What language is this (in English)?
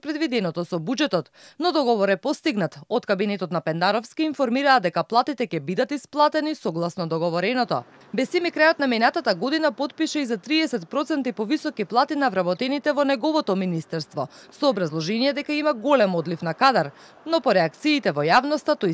Macedonian